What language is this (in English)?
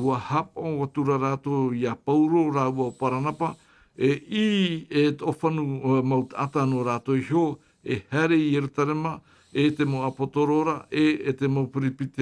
Tahitian